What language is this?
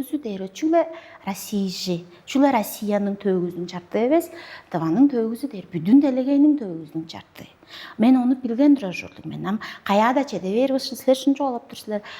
Tuvinian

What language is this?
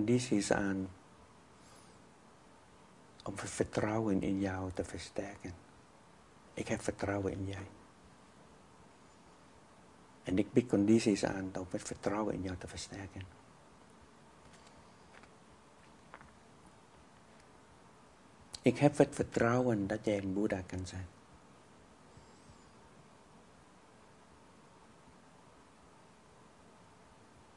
Dutch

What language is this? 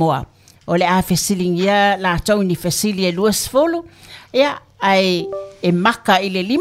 Samoan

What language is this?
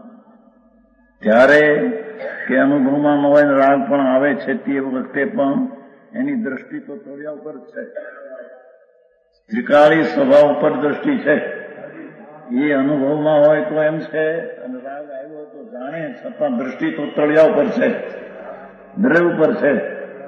Gujarati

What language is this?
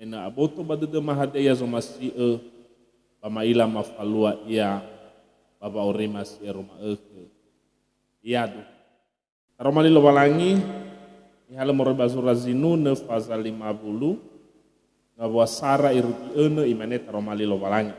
Nias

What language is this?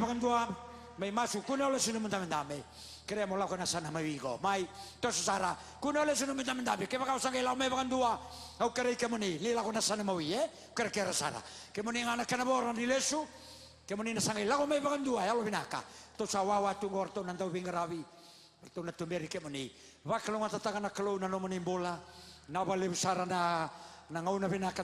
Fijian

